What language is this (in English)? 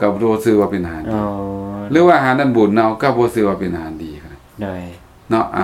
Lao